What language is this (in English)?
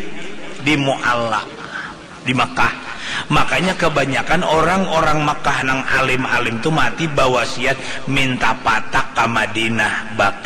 Banjar